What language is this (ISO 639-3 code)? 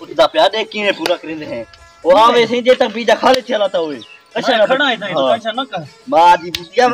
skr